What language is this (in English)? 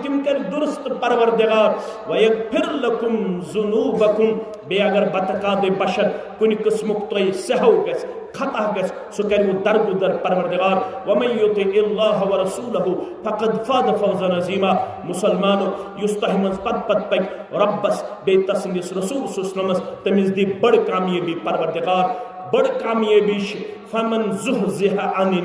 Kashmiri